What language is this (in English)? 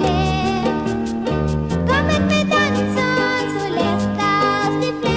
Dutch